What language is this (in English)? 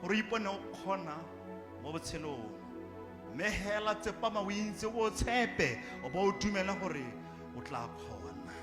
Tswana